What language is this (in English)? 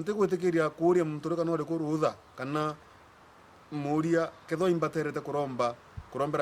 Meru